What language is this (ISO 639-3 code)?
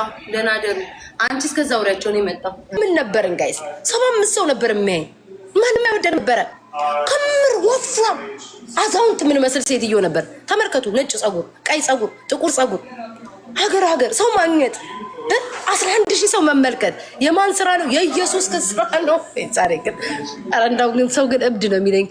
amh